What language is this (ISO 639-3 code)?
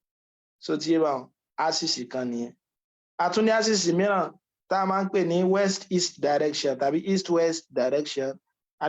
yor